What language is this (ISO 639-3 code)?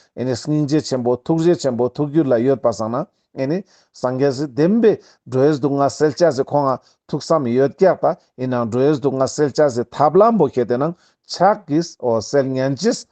lbj